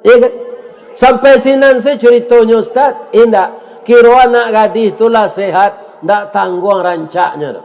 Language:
Minangkabau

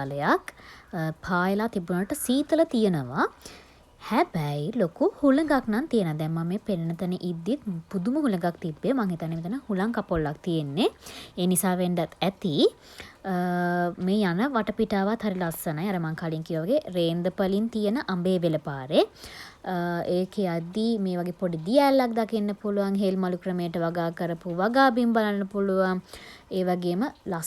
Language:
Sinhala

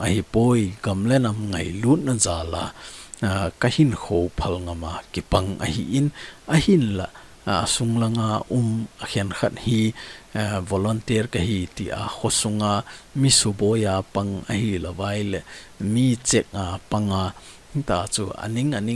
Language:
Thado Chin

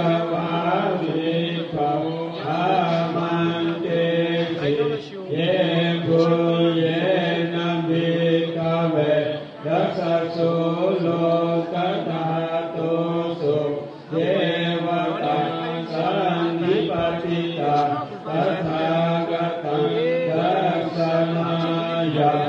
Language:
Pali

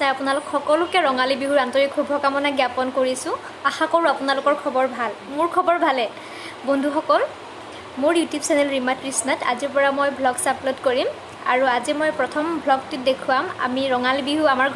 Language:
Assamese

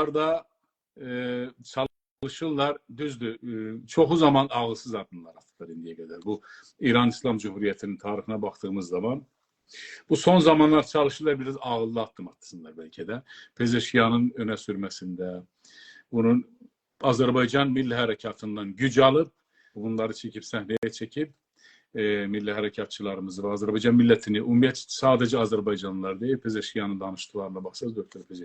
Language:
South Azerbaijani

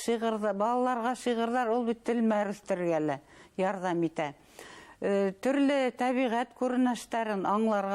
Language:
Bashkir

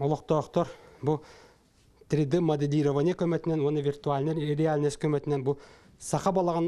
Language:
Yakut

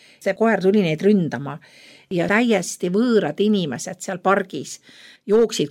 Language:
Estonian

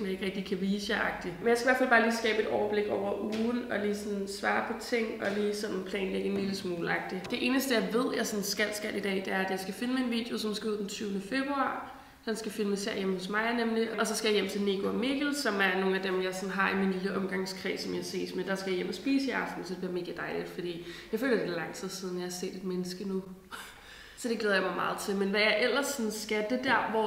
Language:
Danish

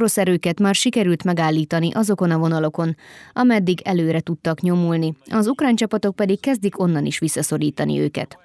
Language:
Hungarian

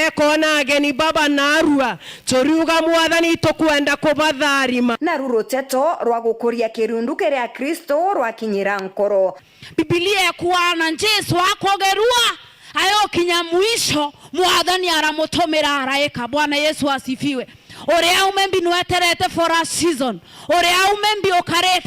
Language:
Meru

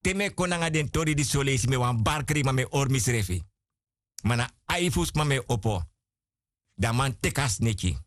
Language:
Sranan Tongo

